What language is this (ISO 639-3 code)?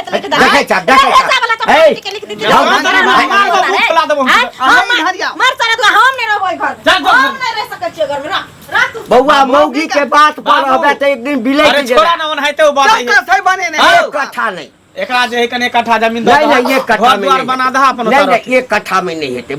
mai